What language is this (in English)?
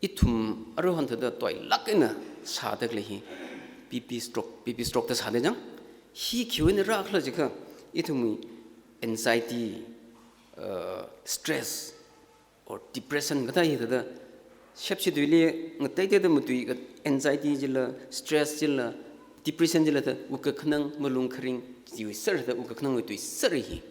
Tangkhul Naga (India)